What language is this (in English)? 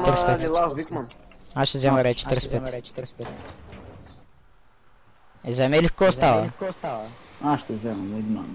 Bulgarian